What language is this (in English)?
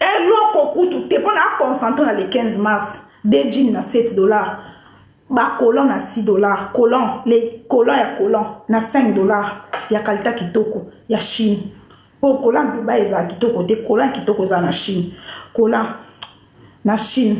Lingala